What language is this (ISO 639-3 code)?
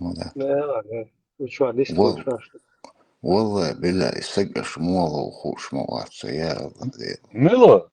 che